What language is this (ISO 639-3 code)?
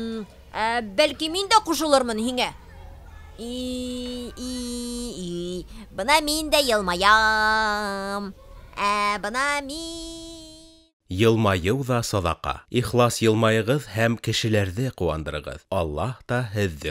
bak